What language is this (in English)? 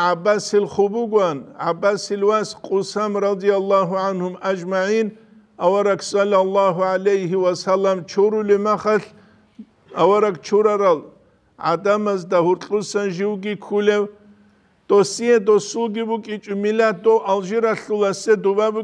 Avaric